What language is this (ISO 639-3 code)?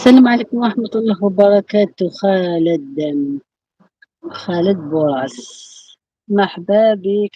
arq